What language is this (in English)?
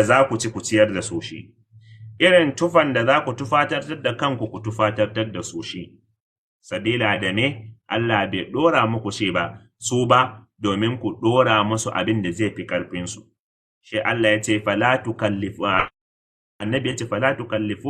Hausa